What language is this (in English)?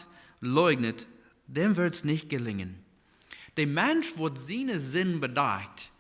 Plautdietsch